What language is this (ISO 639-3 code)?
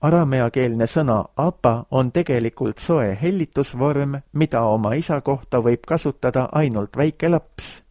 est